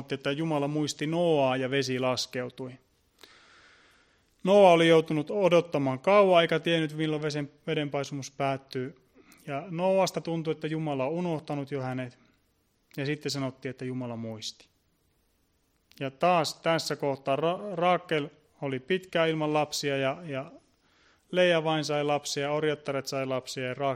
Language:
Finnish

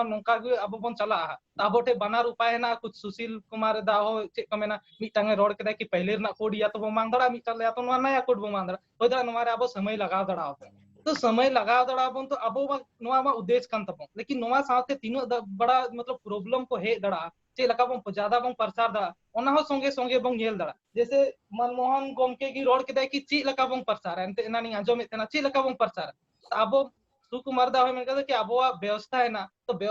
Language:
Santali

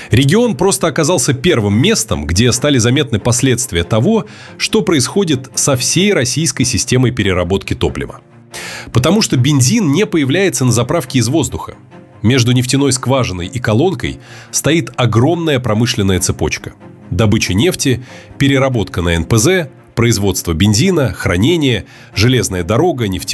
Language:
Russian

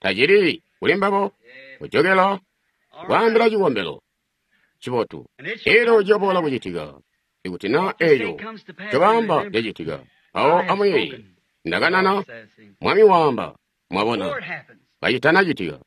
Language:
Tonga (Zambia)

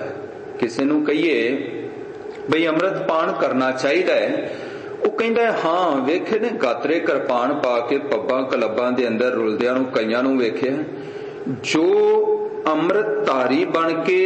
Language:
Punjabi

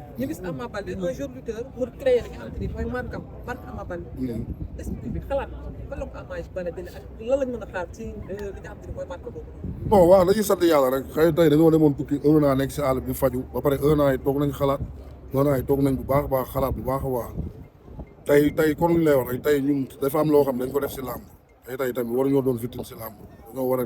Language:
Wolof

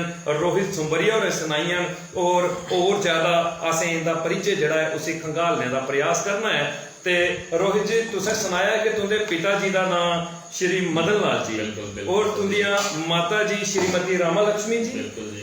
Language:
Dogri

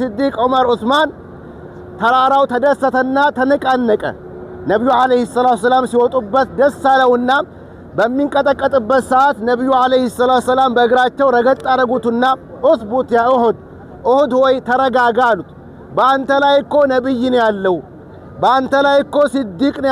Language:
Amharic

